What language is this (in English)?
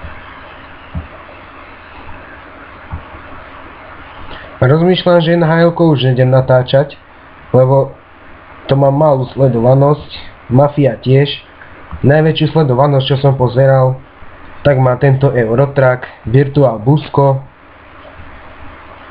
Slovak